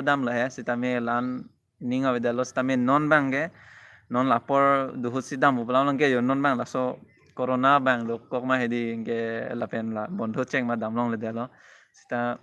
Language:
Karbi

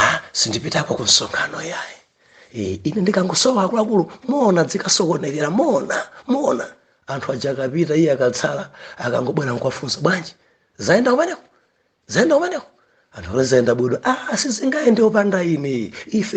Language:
Nyanja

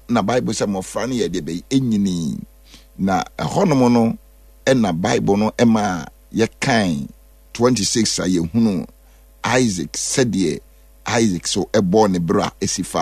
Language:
Akan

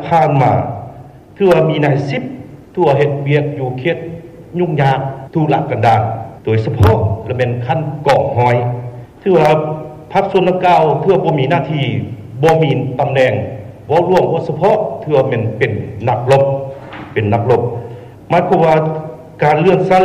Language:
Lao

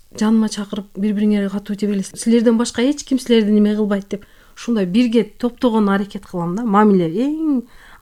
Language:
Kyrgyz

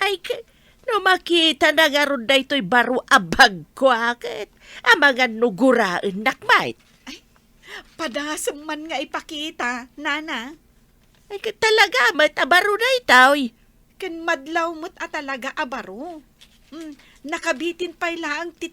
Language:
Iloko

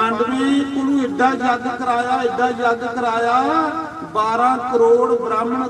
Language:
Dogri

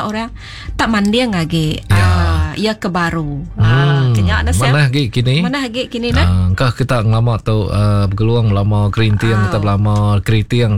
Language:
Iban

